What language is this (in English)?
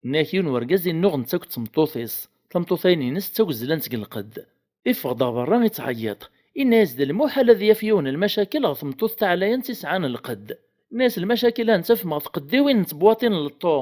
Kabyle